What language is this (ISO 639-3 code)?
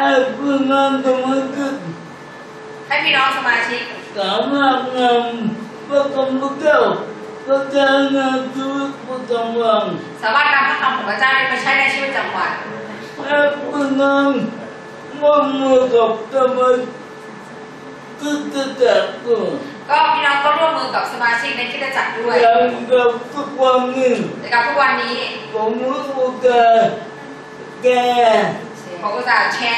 tha